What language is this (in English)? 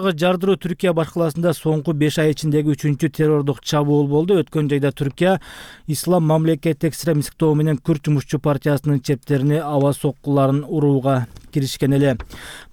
Kyrgyz